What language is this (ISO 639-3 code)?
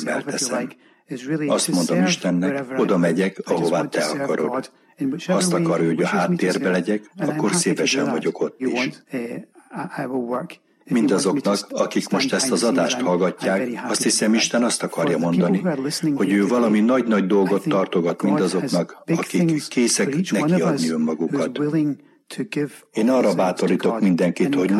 hun